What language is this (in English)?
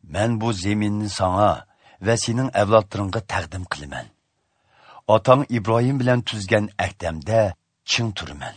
Uyghur